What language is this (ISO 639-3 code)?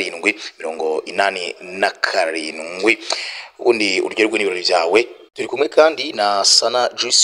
kin